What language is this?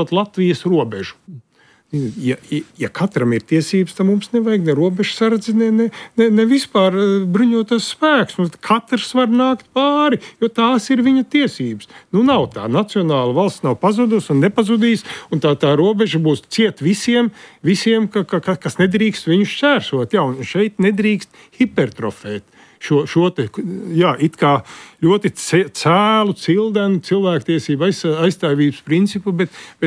Latvian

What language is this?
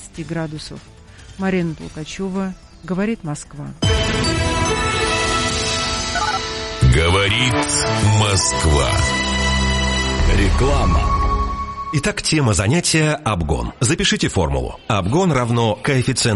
Russian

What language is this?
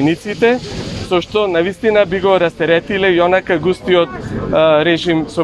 Macedonian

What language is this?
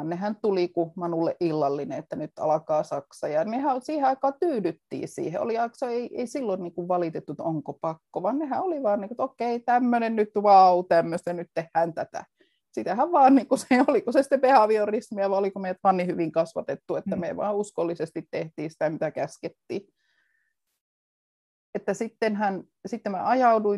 Finnish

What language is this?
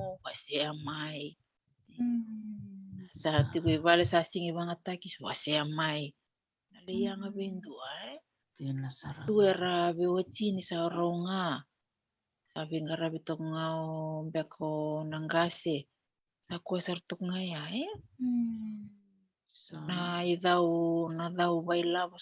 Fijian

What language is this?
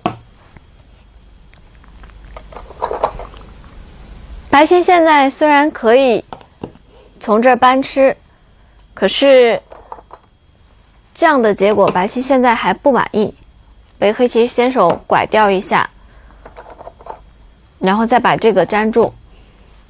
Chinese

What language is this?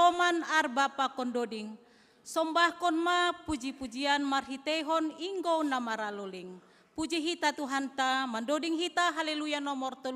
Batak Simalungun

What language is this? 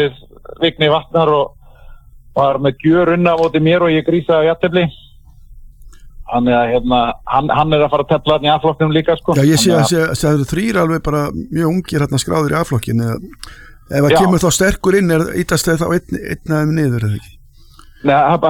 Icelandic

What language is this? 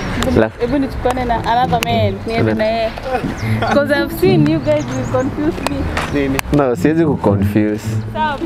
Swahili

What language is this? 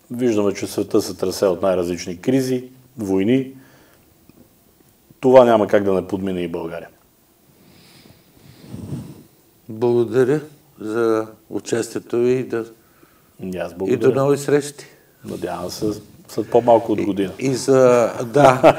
Bulgarian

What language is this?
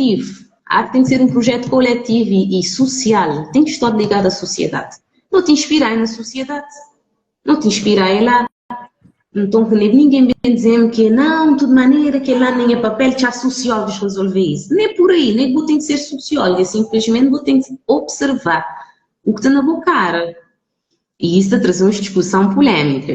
Kabuverdianu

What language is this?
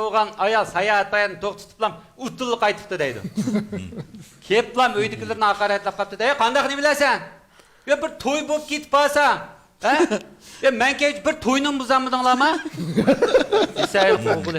Uyghur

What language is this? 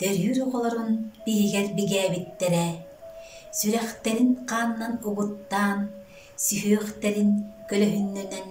Yakut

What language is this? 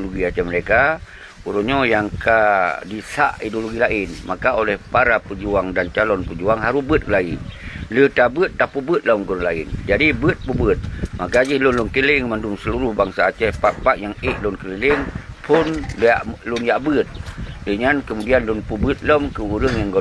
Achinese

